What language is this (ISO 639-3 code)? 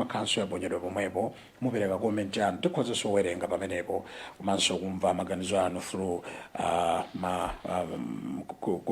nya